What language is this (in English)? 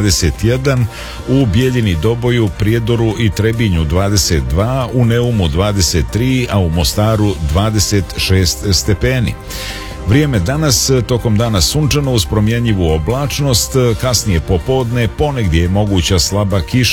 Serbian